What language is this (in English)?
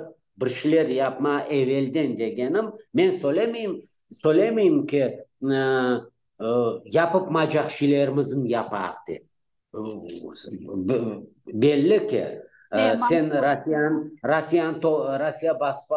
Crimean Tatar